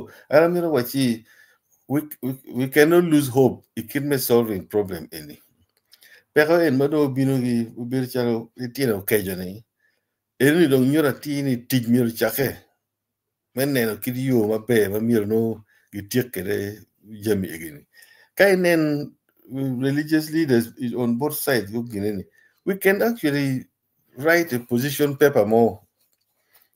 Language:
Acoli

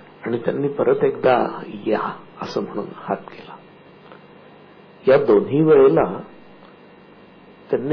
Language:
Marathi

